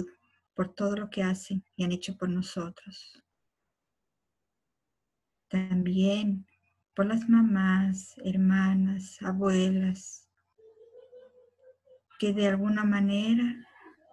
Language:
Spanish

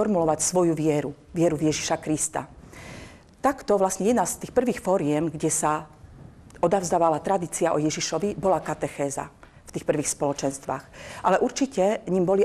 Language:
Slovak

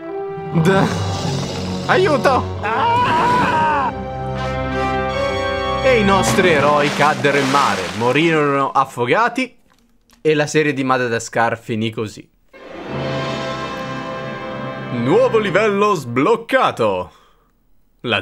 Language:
Italian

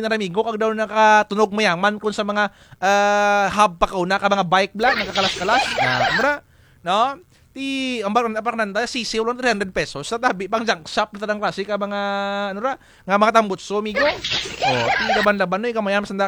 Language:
Kinaray-a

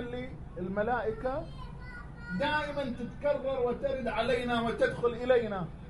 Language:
Arabic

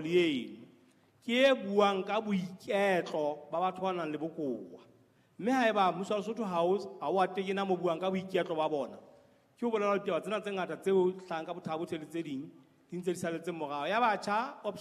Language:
Southern Sotho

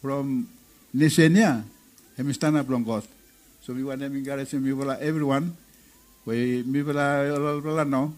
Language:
Bislama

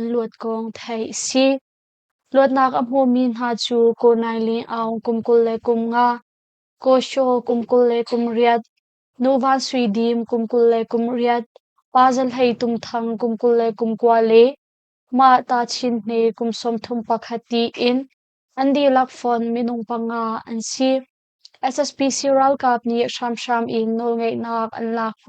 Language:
Hakha Chin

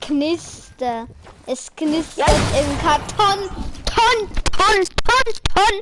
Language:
Bavarian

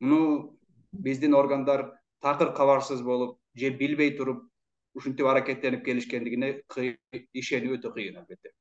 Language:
Kyrgyz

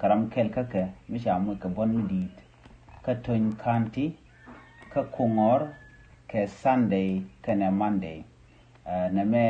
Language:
Nuer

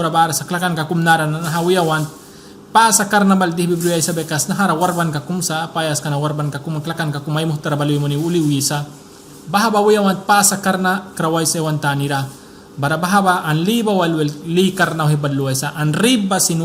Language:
Mískito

